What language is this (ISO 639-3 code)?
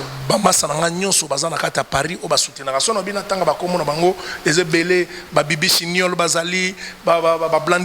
lin